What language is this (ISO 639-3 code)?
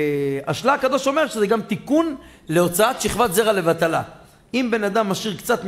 heb